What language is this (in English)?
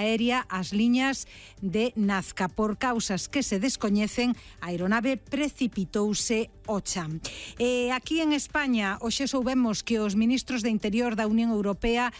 Galician